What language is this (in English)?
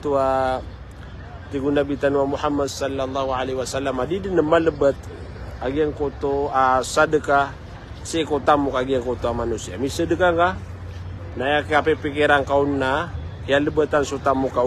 Maranao